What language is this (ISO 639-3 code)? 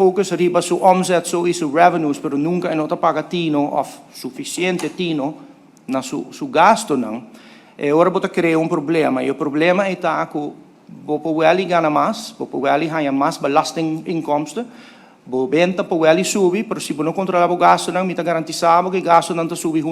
pap